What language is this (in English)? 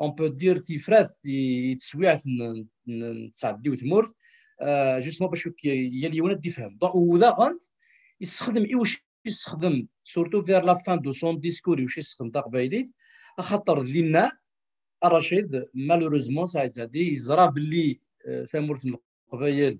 Kabyle